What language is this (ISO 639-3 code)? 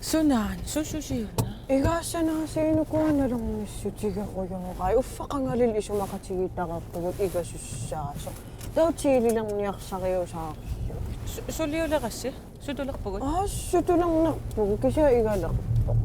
kal